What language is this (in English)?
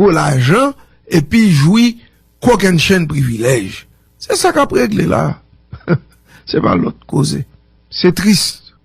Haitian Creole